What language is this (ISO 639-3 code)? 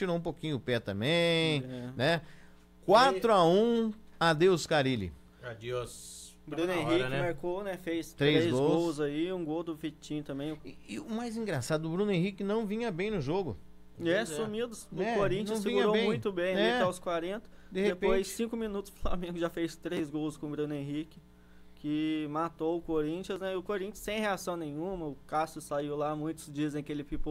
por